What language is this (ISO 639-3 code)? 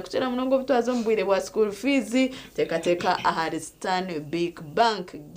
nyn